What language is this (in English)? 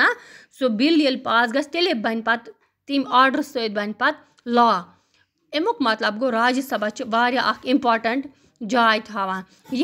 Kashmiri